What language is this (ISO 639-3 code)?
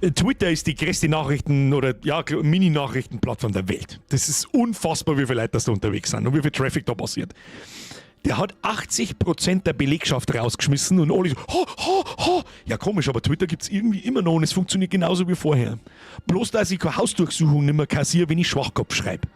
bar